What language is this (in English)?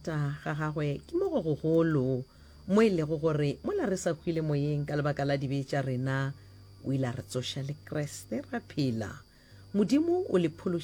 Northern Sotho